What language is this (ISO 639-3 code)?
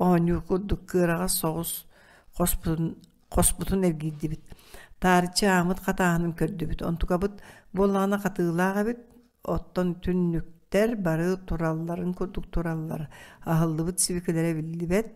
sah